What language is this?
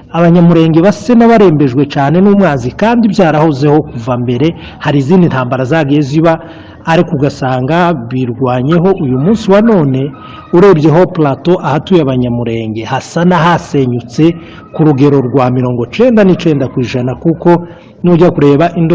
Kinyarwanda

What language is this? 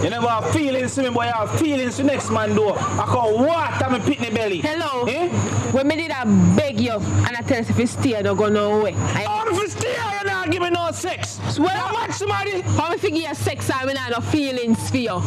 Jamaican Creole English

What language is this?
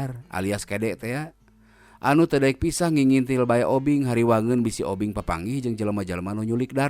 Sundanese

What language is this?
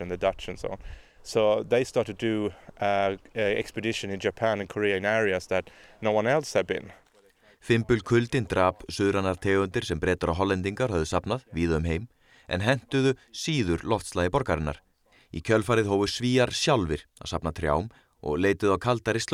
Icelandic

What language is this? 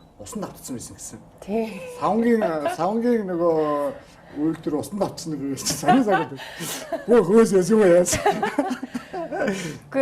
Mongolian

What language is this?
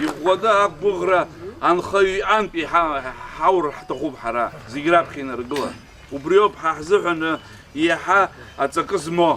Abkhazian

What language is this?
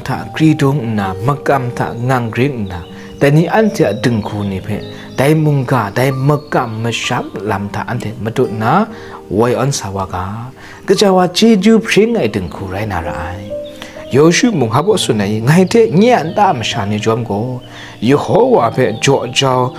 Kachin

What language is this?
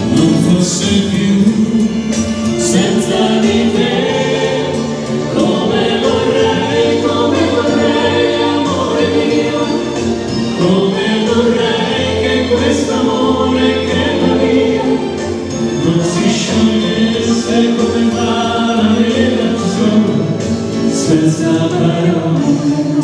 Italian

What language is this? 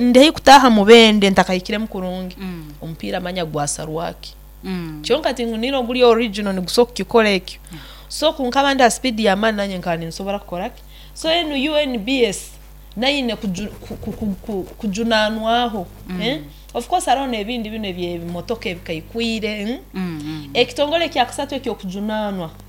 Nyoro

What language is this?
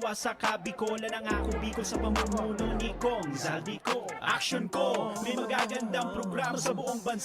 Bikol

